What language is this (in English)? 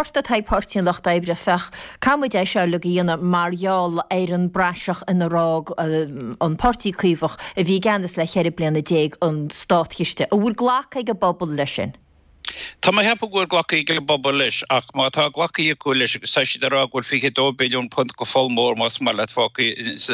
Irish